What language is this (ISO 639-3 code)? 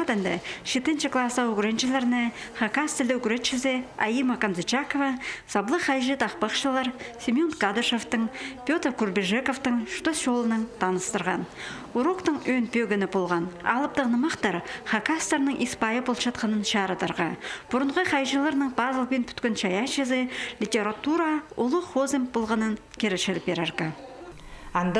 kjh